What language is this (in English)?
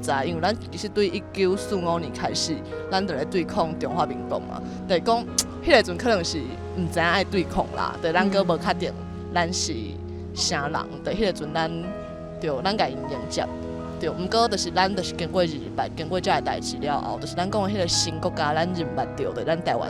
Min Nan Chinese